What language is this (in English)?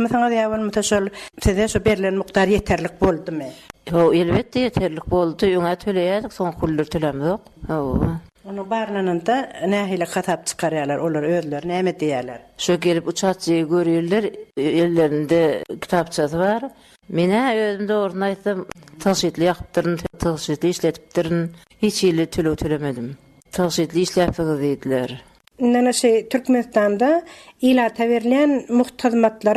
Turkmen